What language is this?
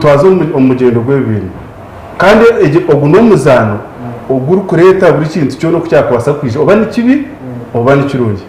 Nyankole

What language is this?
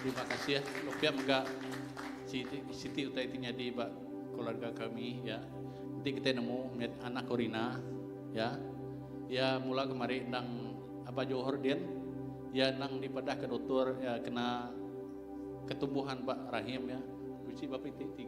Iban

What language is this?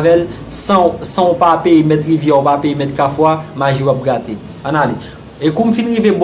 Haitian Creole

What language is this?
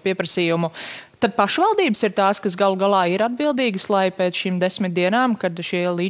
Latvian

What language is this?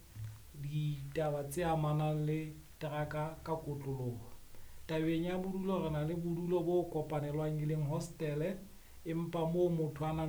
Southern Sotho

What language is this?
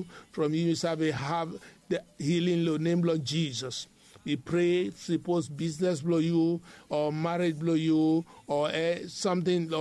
Bislama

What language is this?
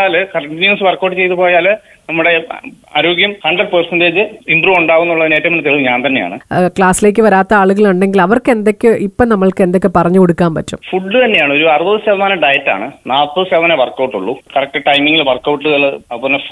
Malayalam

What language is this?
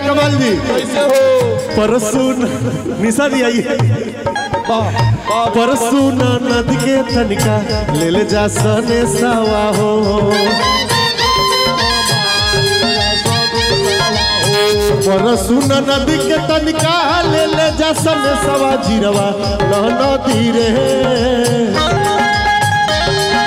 Bhojpuri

